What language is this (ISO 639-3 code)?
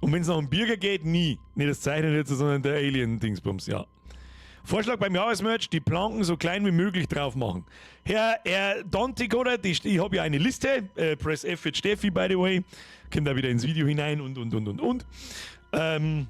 bar